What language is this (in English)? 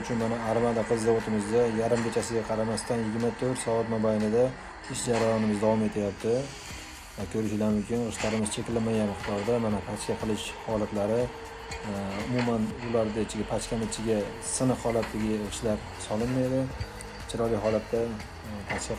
Uzbek